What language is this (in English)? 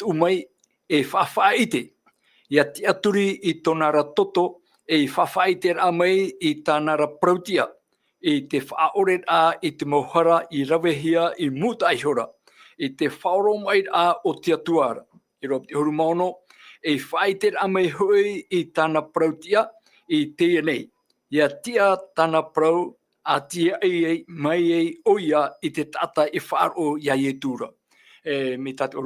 Tahitian